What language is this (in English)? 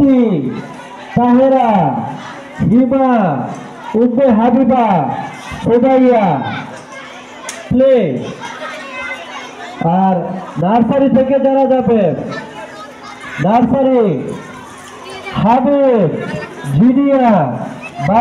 Bangla